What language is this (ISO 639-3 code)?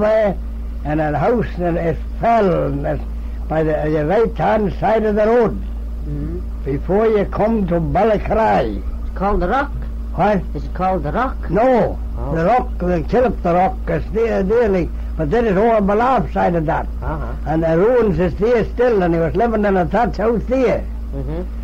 glv